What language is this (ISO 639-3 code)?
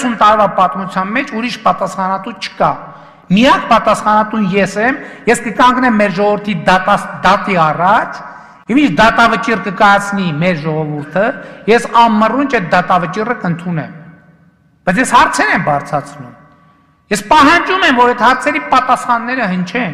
hye